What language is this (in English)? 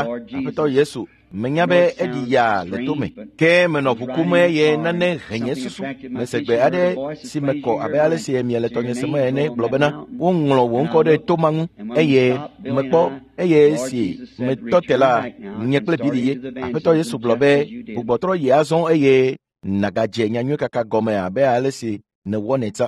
Ewe